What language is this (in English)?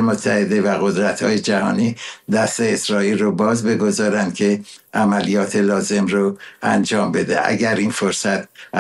Persian